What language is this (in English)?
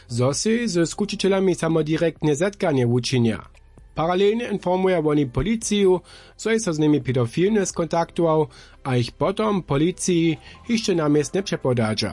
Upper Sorbian